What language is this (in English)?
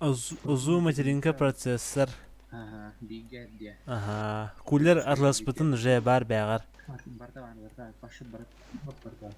Yakut